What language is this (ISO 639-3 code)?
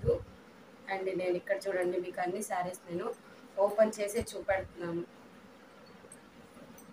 tel